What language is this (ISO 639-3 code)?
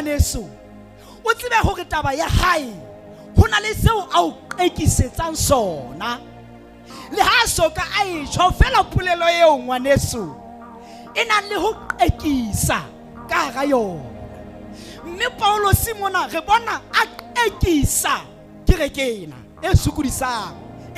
sot